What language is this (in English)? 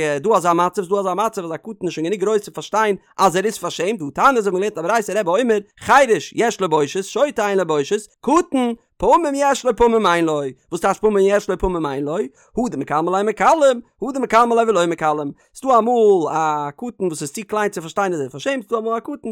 Yiddish